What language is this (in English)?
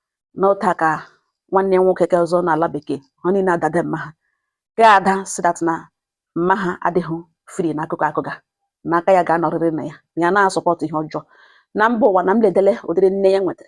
Igbo